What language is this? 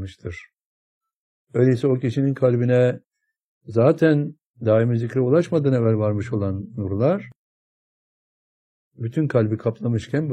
Turkish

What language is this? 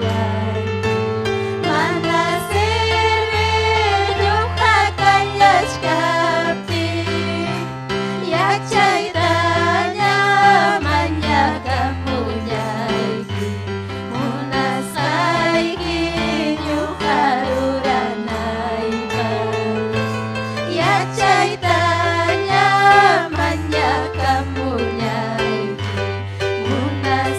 Ayacucho Quechua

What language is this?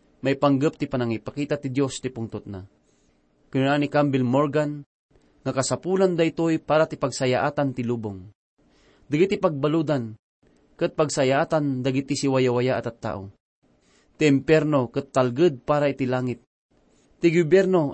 Iloko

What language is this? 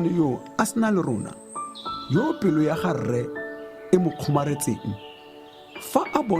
Tswana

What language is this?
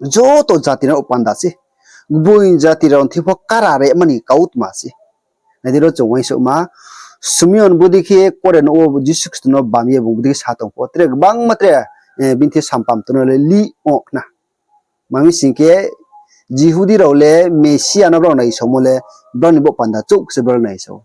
Riang (India)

